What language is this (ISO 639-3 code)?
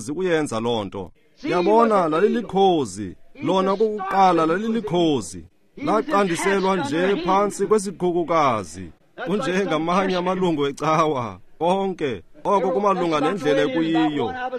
xho